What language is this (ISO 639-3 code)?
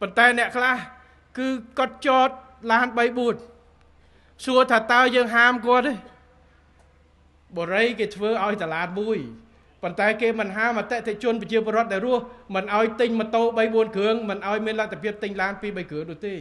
khm